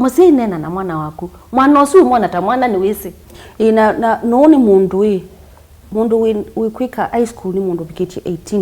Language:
Kamba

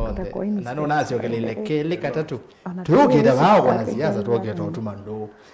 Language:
Kamba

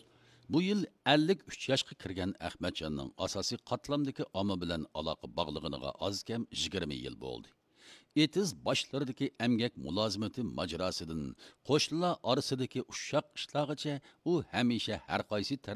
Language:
Uyghur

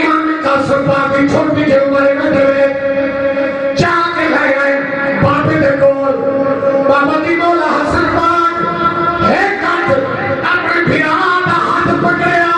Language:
Saraiki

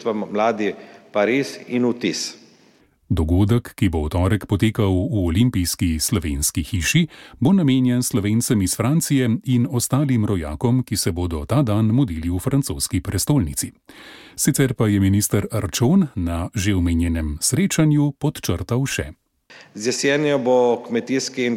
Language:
Slovenian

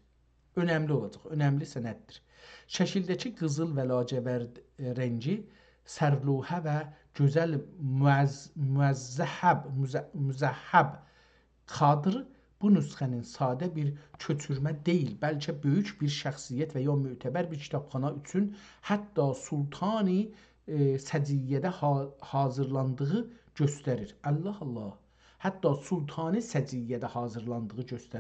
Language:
South Azerbaijani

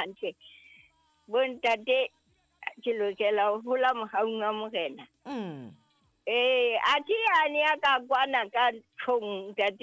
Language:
Southern Sotho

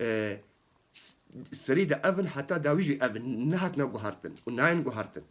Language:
Kurdish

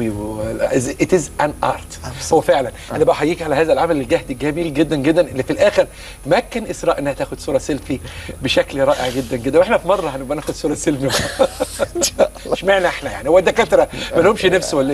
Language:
Egyptian Arabic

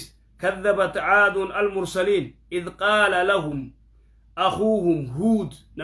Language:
Oromo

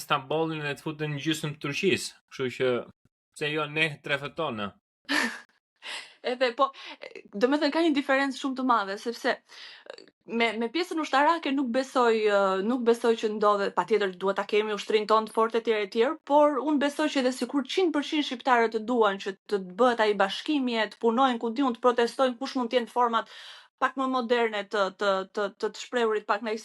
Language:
Albanian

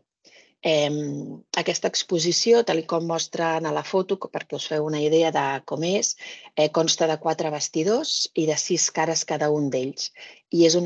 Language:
Catalan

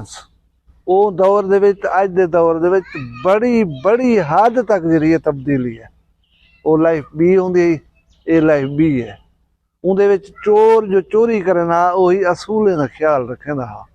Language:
Saraiki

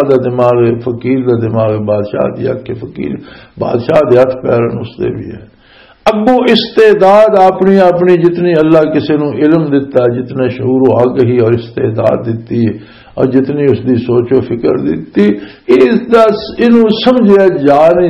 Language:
Western Panjabi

